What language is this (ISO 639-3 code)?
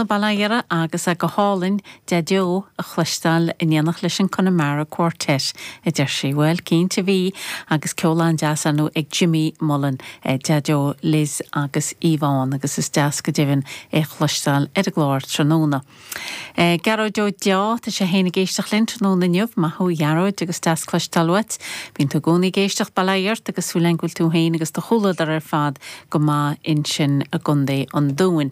gle